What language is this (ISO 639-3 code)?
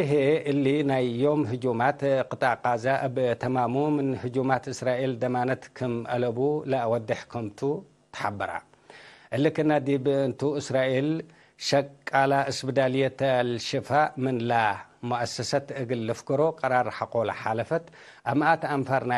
tig